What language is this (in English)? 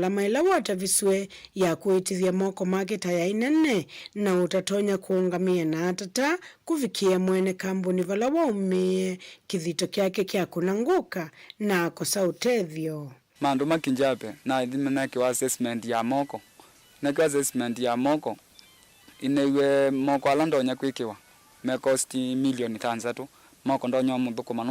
Kamba